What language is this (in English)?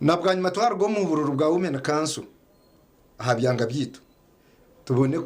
Nyankole